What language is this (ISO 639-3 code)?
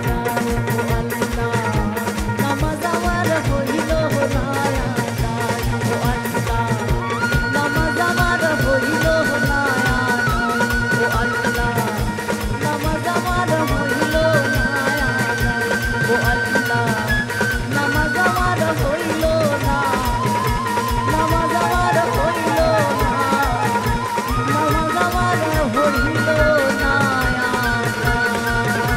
ben